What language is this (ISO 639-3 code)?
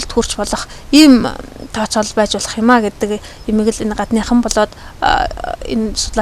mon